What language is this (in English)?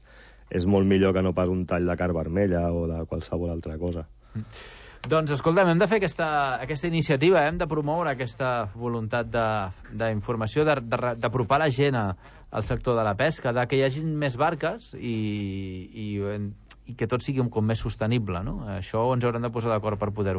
Catalan